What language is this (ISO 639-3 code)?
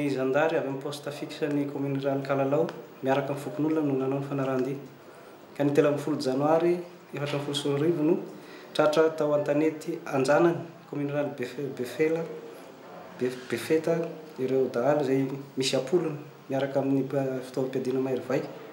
mlg